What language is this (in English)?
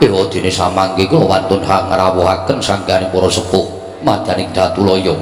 Javanese